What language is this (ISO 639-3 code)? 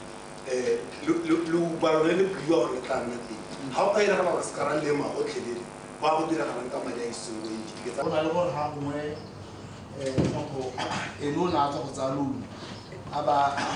tsn